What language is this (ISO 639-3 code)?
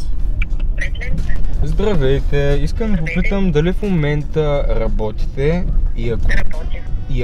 bul